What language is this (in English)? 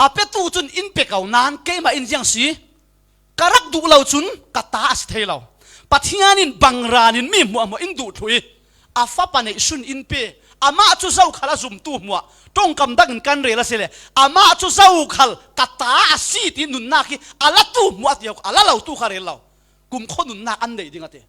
Falam Chin